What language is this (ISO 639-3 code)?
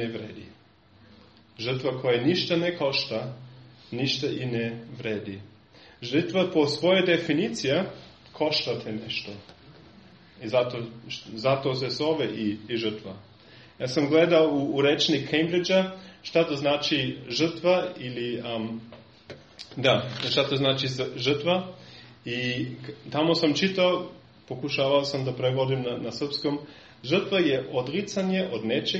srp